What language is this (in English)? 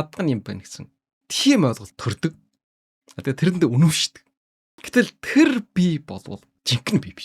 Mongolian